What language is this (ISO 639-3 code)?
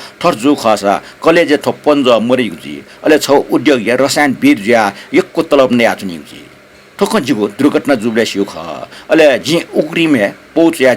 new